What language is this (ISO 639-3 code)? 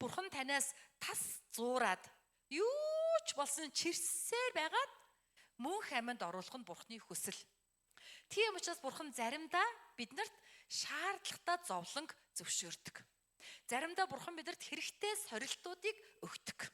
mon